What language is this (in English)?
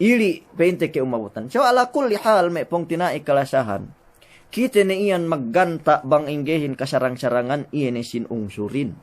Yakan